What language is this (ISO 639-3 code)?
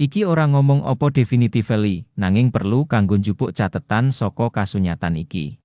jav